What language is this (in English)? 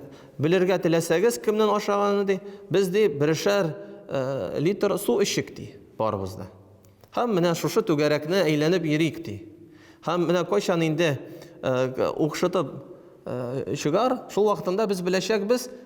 Tatar